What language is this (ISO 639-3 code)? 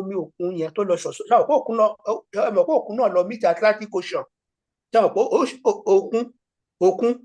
yor